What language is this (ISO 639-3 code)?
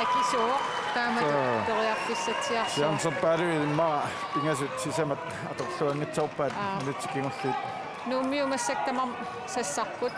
kal